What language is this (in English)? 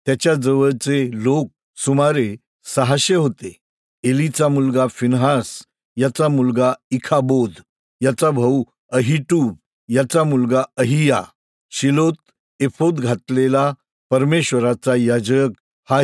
Marathi